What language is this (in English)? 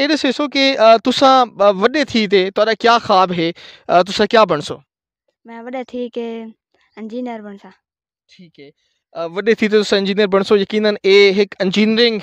Saraiki